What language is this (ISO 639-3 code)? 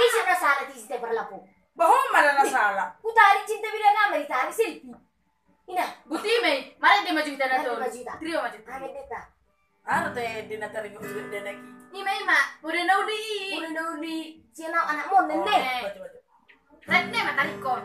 bbc